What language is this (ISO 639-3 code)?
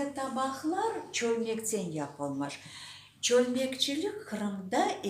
crh